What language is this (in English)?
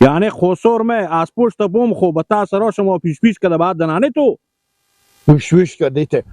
Persian